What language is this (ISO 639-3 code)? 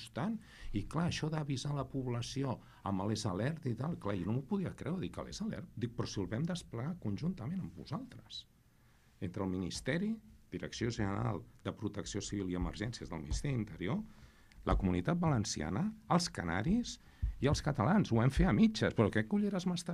cat